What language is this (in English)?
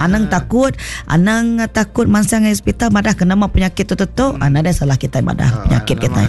Iban